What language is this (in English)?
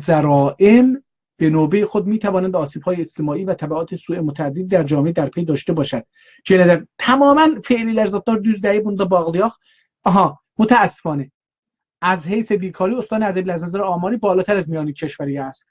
South Azerbaijani